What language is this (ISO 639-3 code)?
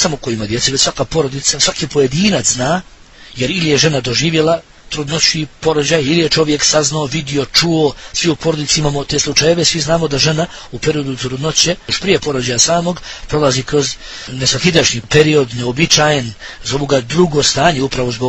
bos